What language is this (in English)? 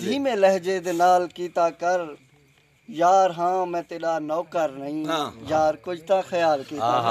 Saraiki